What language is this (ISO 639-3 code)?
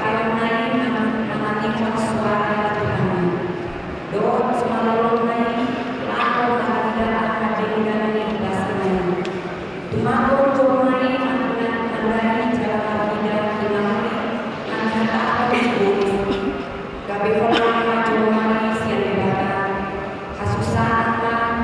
bbc